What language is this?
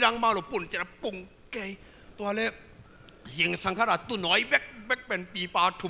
Tedim Chin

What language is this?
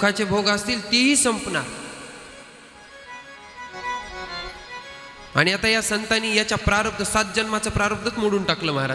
Marathi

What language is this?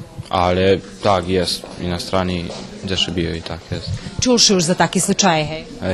Rusyn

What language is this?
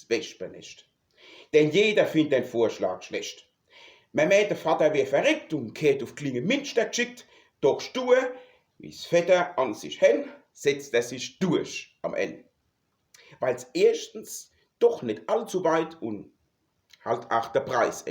Palatine German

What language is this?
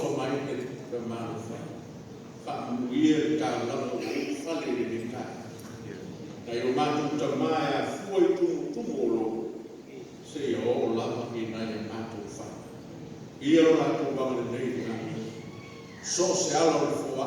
Samoan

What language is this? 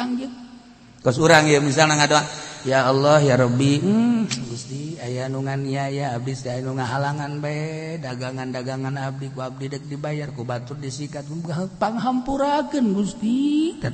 Sundanese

